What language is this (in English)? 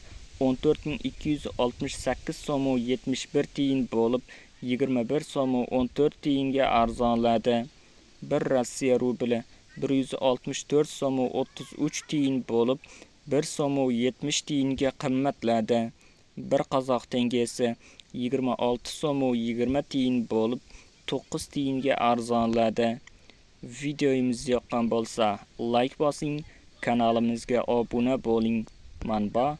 Uzbek